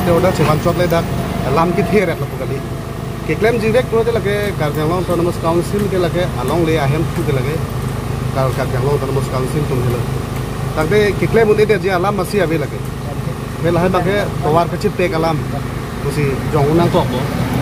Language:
Karbi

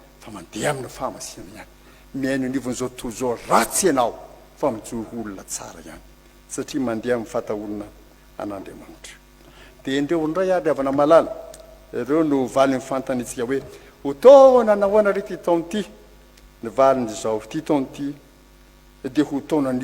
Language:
Malagasy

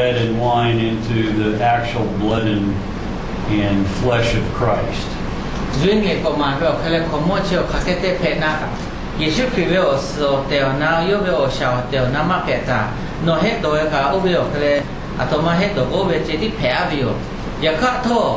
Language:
Lahu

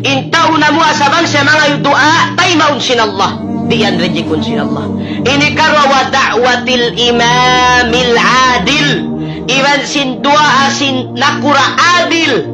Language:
Tausug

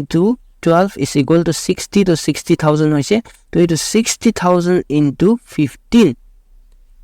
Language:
Naga Pidgin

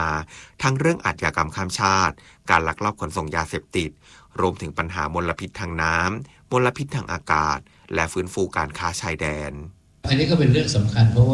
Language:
Thai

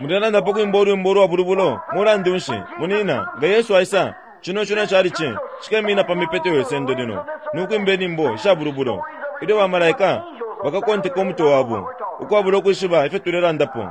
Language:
Bemba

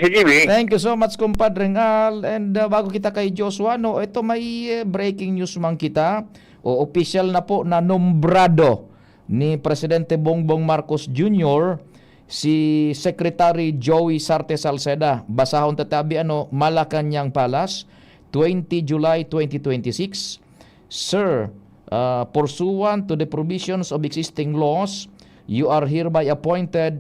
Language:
Bikol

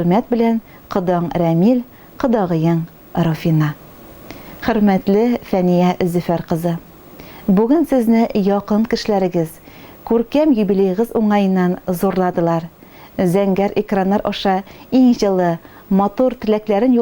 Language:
Tatar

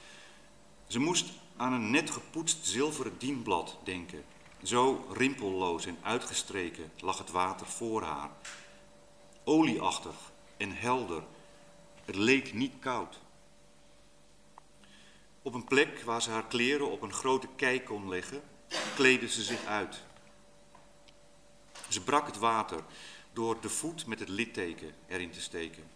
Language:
Dutch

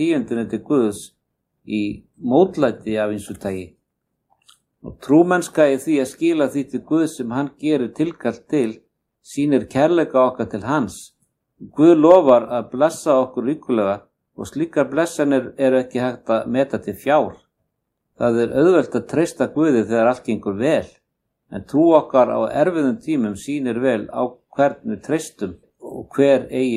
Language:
Icelandic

